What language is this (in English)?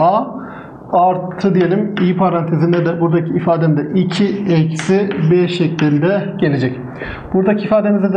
Turkish